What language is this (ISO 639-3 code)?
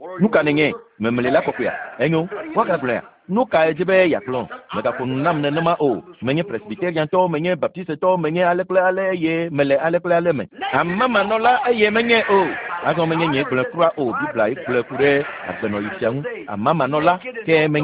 ewe